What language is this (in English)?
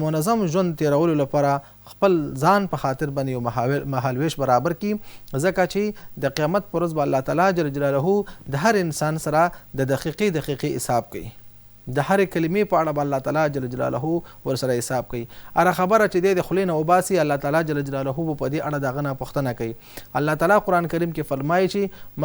Pashto